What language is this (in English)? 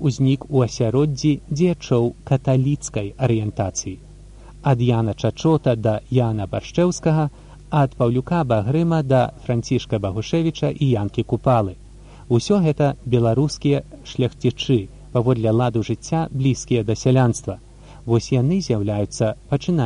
Belarusian